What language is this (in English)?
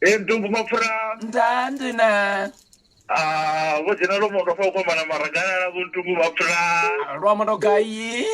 Venda